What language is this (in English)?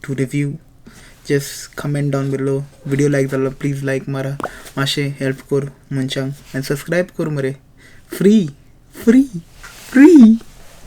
Konkani